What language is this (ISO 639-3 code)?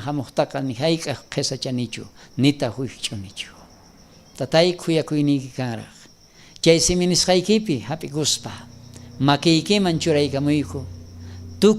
quh